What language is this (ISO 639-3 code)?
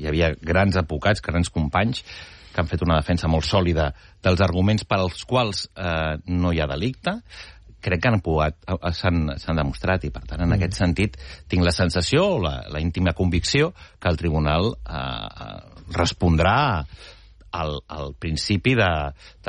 cat